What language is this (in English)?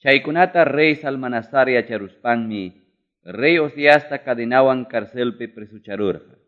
Quechua